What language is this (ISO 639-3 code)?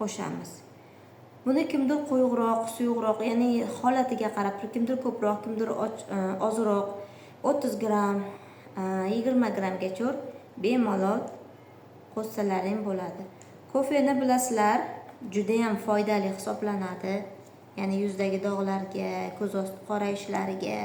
uzb